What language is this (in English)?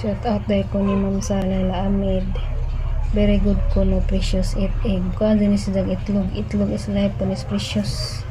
Cebuano